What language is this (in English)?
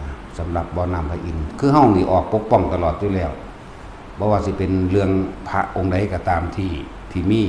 Northeastern Thai